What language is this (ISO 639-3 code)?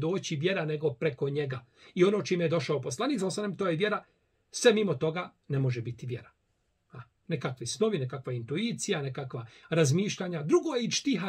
bos